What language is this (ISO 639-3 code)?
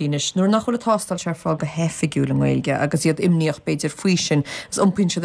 gle